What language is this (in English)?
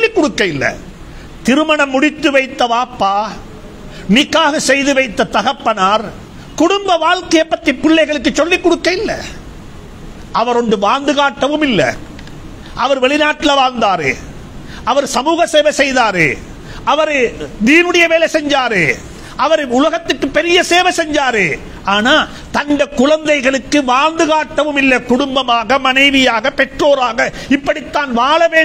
Tamil